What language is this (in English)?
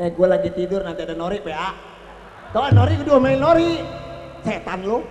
Betawi